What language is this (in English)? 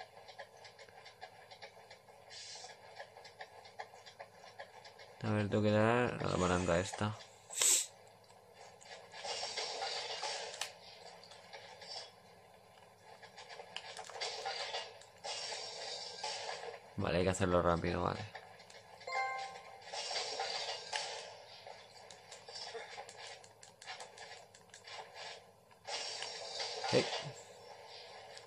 Spanish